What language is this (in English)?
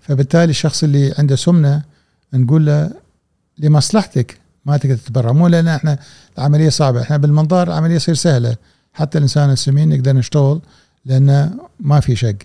Gulf Arabic